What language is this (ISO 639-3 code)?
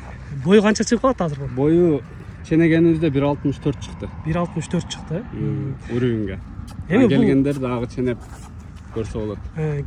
kir